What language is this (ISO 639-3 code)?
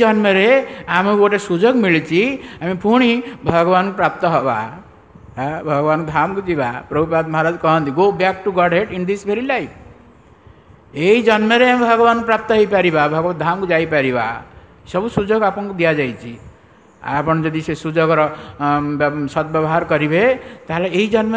ori